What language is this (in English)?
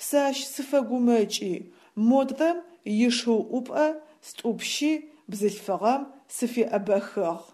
Adyghe